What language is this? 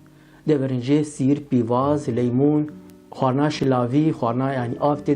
Kurdish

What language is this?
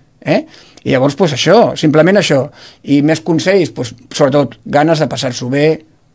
Catalan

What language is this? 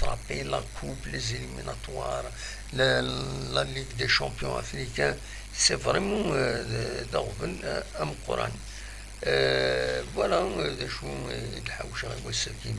Kabyle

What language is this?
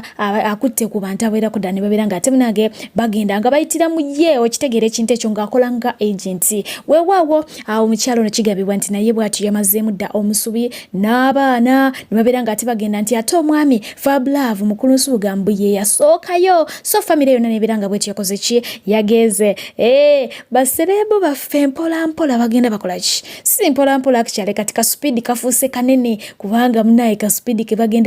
Ganda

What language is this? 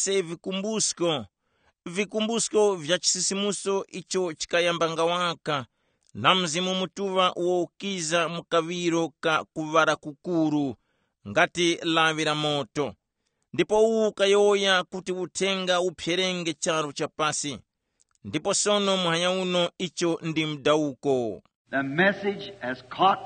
Tumbuka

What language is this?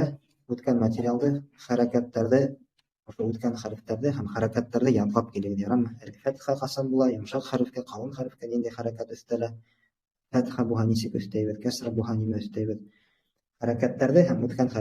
Bashkir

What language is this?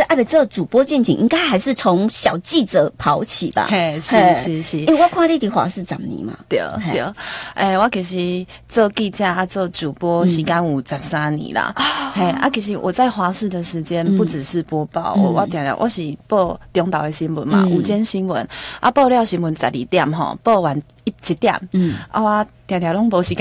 Chinese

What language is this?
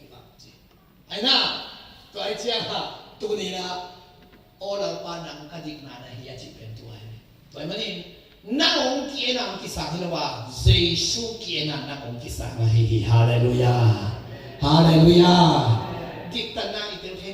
Tedim Chin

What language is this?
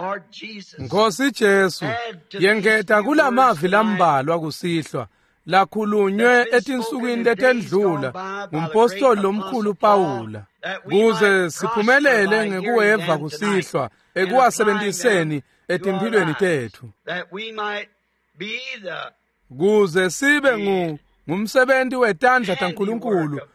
Swati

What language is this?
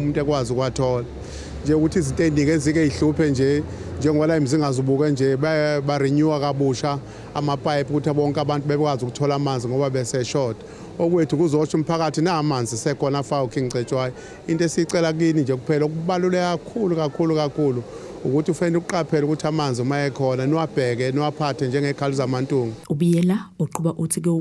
Zulu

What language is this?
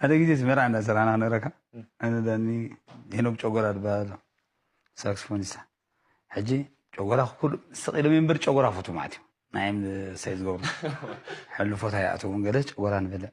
Tigrinya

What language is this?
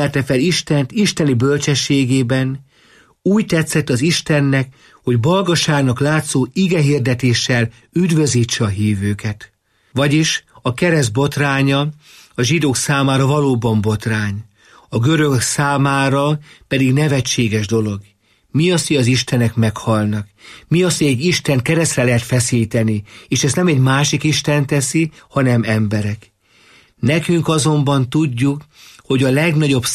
Hungarian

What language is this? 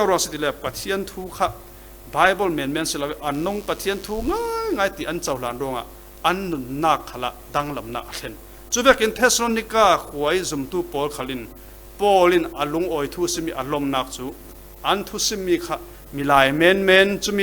Falam Chin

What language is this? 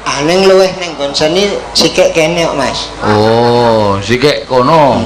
Javanese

